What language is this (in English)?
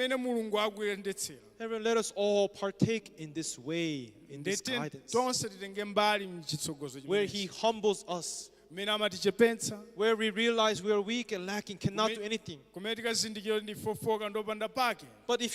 Nyanja